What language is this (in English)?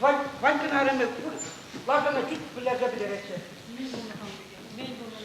Chuvash